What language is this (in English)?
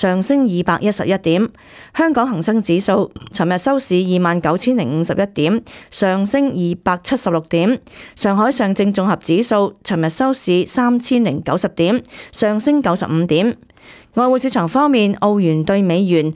Cantonese